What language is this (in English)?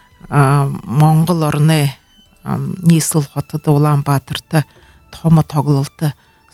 Buriat